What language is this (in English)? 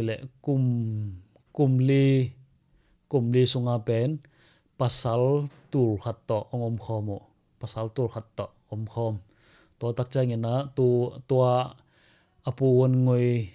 Tedim Chin